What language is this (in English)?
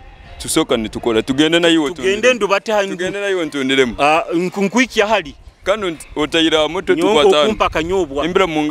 Nyoro